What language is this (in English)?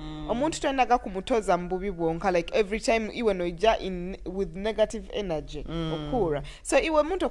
Nyoro